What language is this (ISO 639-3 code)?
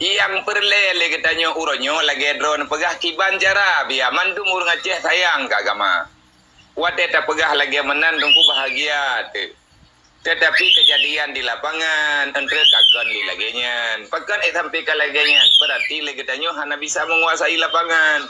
ace